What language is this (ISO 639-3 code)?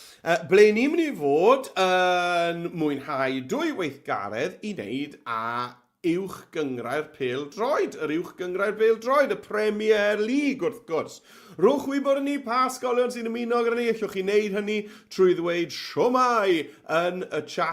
cym